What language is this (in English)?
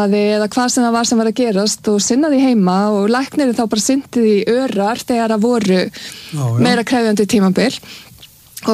Icelandic